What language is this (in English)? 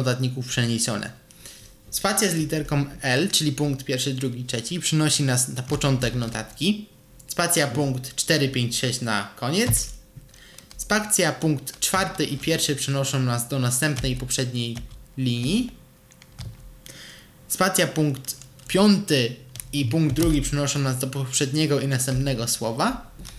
Polish